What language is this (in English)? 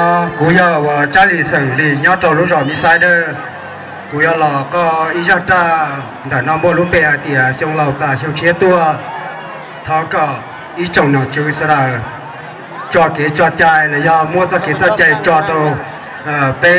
Hmong